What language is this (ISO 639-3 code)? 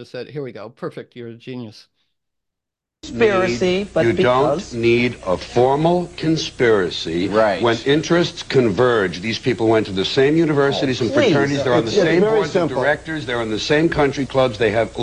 eng